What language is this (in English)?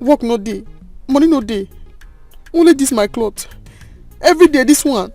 Nigerian Pidgin